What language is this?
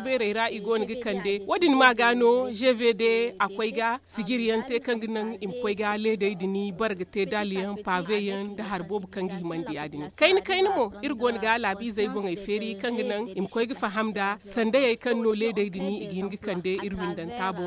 Zarma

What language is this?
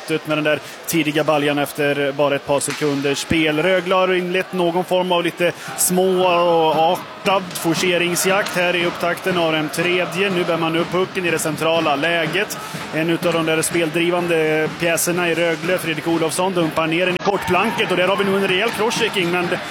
Swedish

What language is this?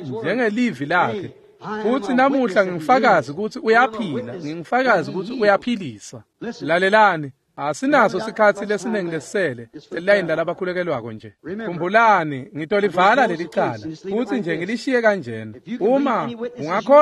Swati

